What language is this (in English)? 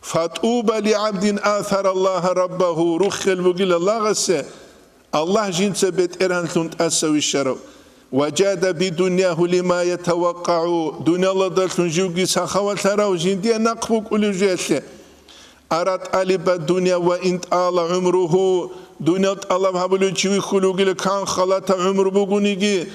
Avaric